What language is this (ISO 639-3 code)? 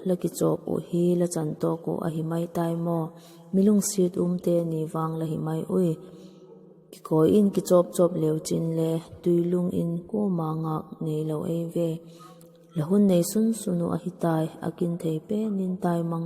vap